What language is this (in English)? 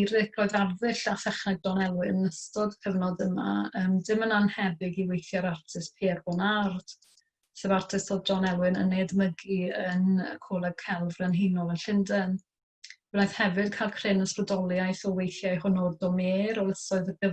Welsh